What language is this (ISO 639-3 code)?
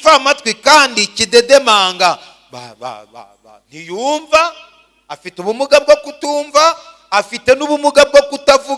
kin